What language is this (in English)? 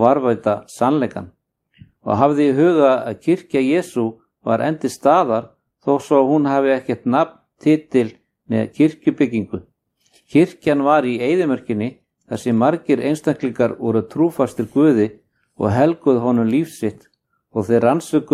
Icelandic